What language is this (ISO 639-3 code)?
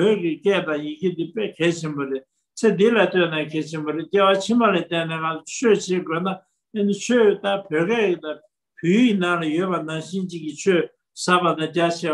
bod